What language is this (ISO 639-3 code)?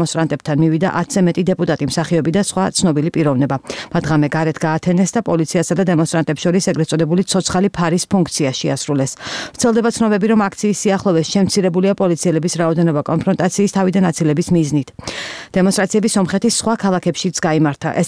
kat